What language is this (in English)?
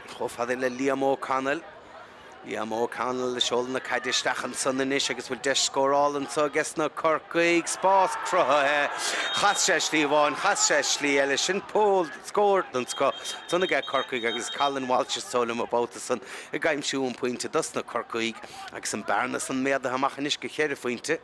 Irish